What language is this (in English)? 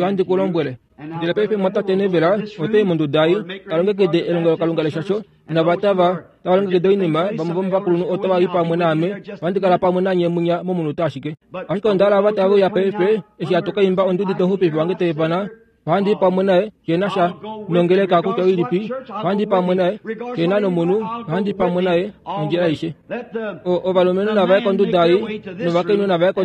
Kuanyama